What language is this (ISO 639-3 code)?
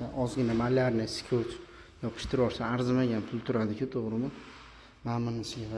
uzb